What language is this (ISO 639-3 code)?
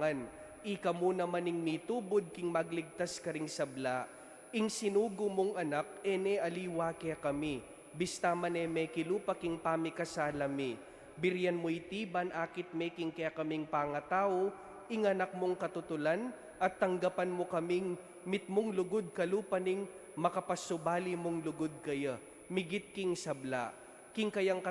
pam